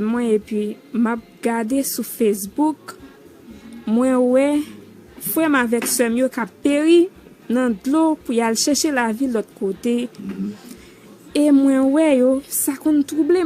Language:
Haitian Creole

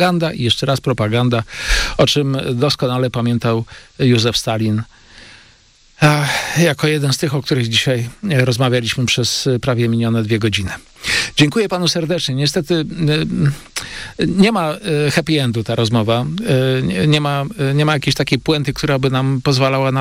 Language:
Polish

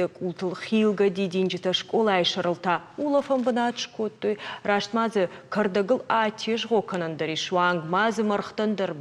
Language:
Ossetic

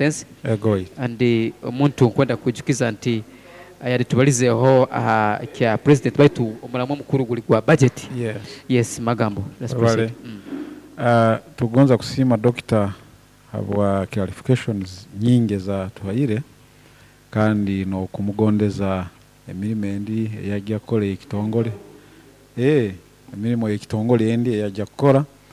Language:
Nyoro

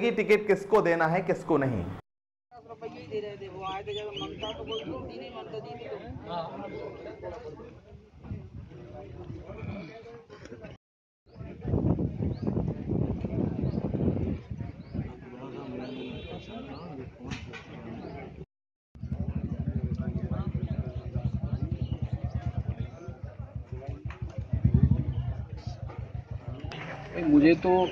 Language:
Hindi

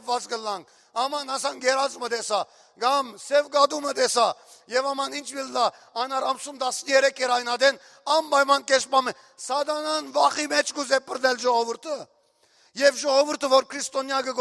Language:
Western Armenian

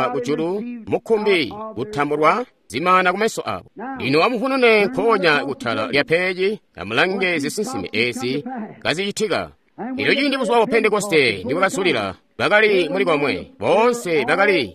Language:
Tonga (Zambia)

